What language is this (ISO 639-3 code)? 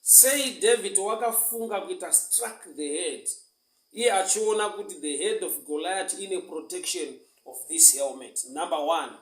sna